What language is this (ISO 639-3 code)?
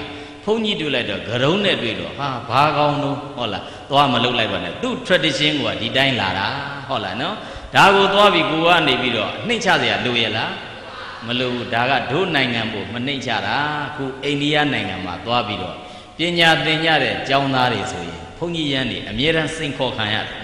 mya